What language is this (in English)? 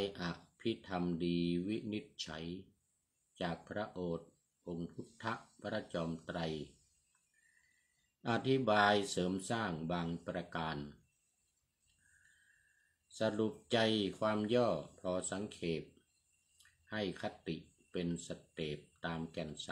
Thai